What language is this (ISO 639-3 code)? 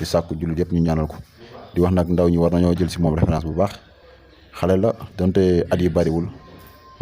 wol